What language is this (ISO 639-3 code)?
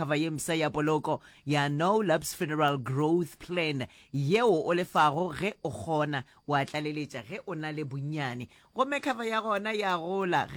nso